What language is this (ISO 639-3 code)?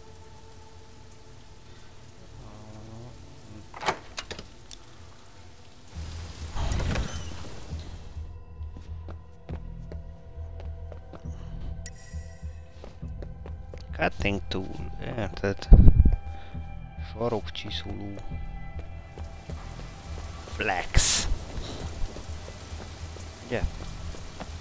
hun